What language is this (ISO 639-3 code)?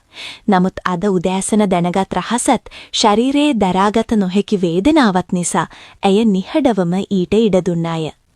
sin